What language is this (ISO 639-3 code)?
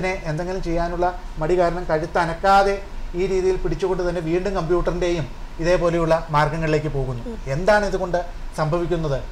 mal